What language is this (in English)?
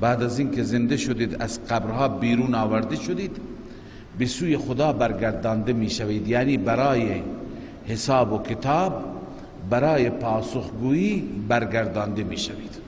Persian